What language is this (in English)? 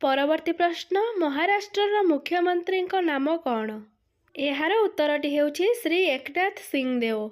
Odia